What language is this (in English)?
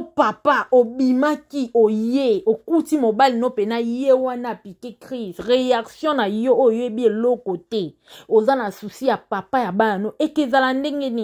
Lingala